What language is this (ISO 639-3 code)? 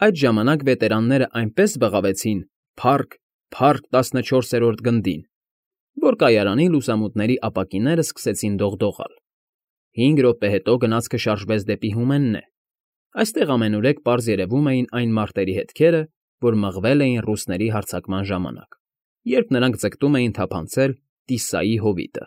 hye